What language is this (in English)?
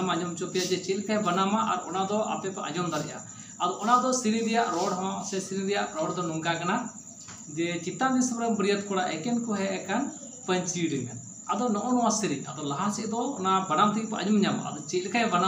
Santali